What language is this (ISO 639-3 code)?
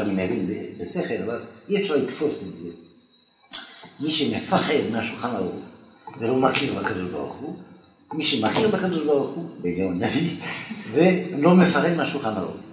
heb